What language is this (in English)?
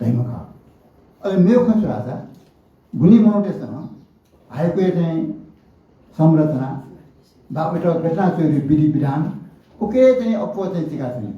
Newari